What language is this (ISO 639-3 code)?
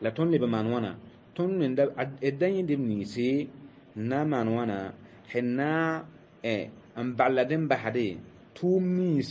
mos